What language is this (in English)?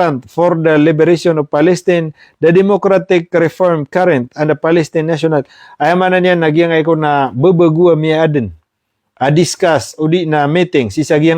Maranao